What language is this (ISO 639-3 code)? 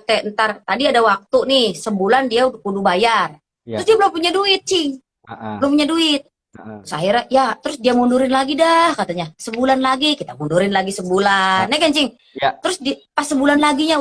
bew